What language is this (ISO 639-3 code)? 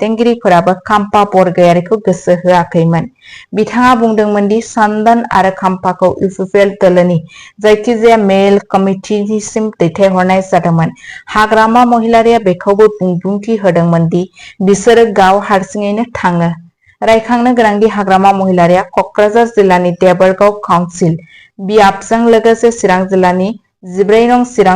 brx